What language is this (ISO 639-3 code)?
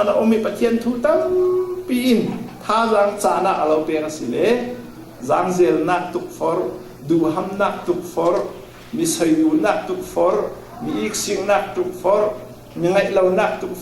cfm